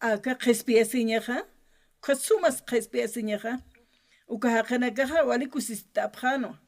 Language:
Aymara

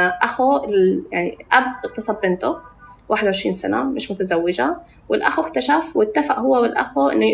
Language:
North Levantine Arabic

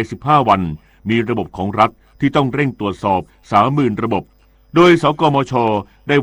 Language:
Thai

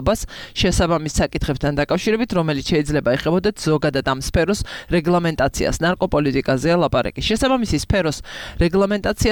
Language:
Georgian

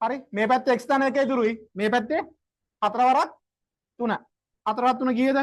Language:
Sinhala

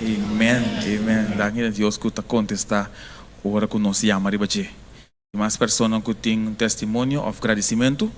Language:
Papiamento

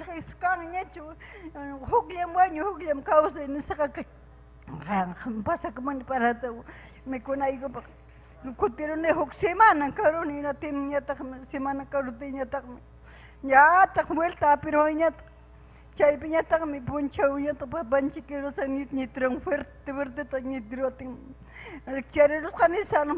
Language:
Ayacucho Quechua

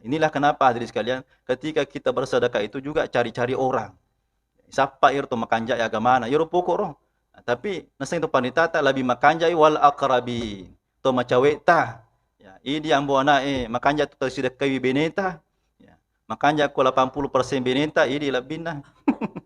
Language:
Buginese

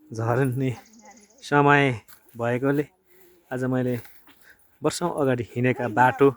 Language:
Nepali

